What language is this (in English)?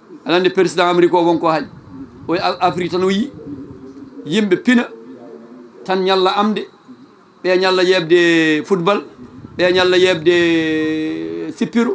Fula